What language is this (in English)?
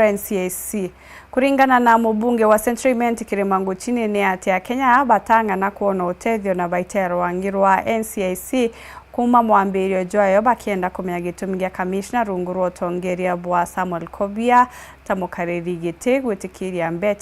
Meru